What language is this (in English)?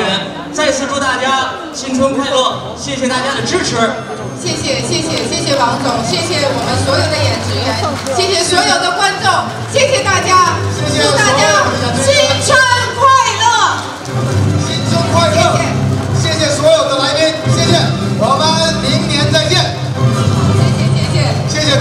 Chinese